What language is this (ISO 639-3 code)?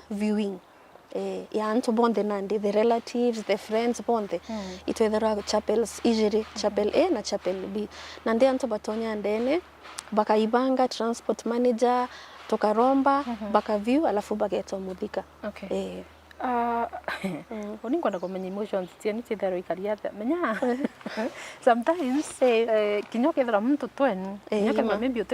mer